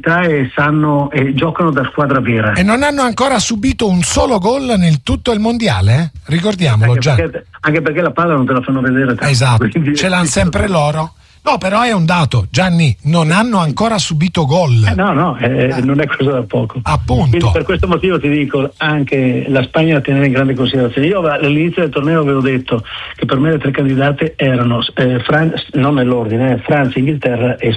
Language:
Italian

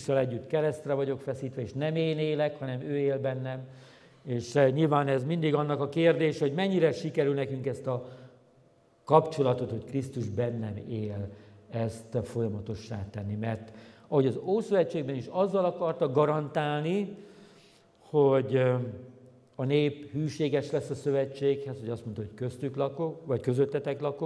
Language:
Hungarian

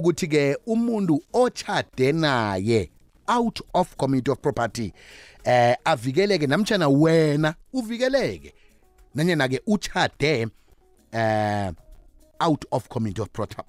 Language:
South Ndebele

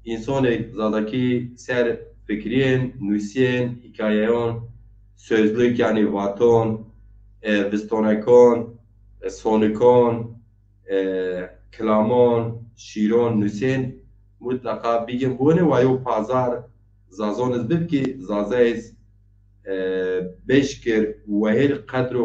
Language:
Zaza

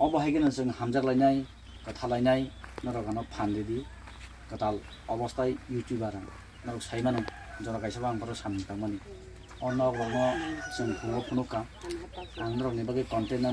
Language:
Kok Borok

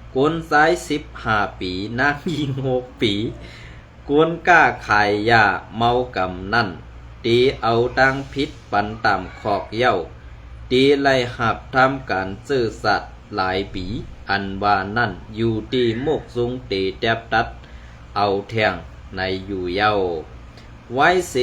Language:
Shan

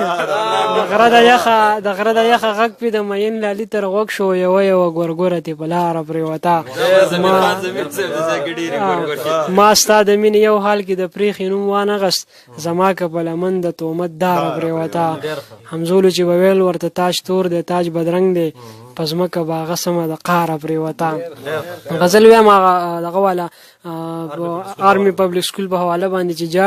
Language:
Pashto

